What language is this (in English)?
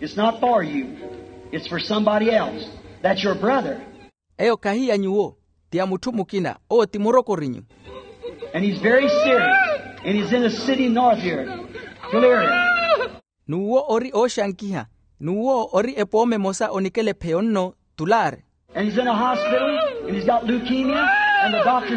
Makhuwa